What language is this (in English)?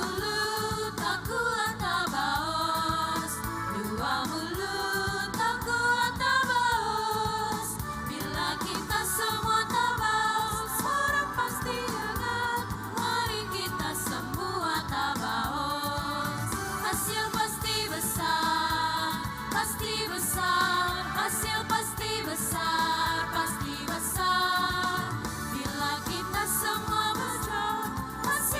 Ambonese Malay